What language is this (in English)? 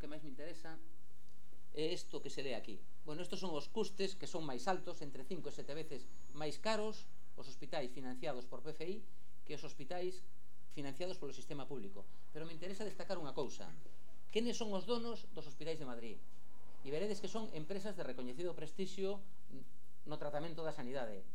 Galician